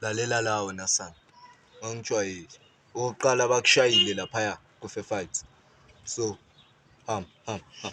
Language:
Zulu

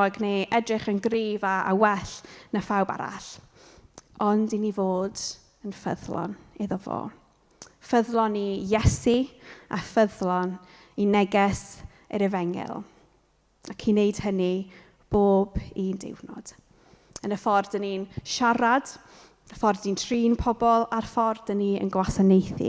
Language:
Welsh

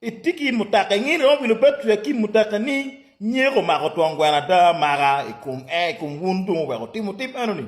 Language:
Acoli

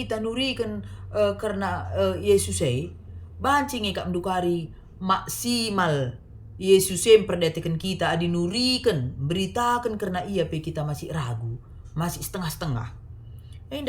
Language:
Batak Karo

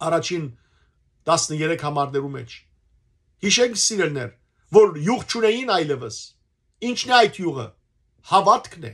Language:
Western Armenian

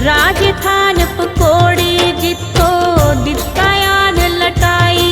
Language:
Dogri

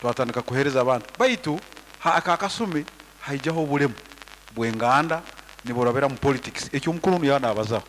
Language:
Nyankole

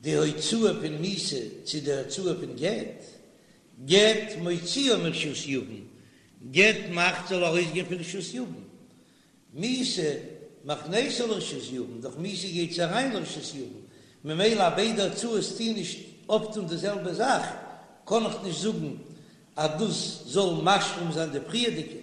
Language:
Yiddish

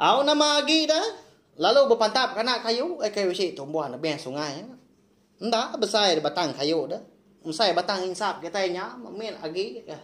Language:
Iban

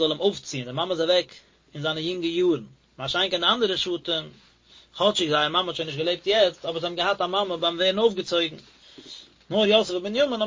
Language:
Yiddish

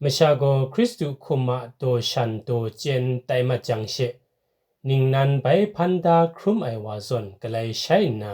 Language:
Kachin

